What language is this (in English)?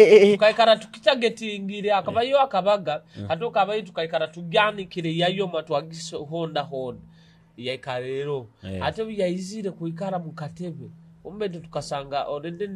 Nyoro